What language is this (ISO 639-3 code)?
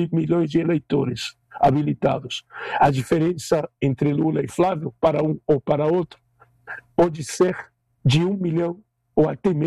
por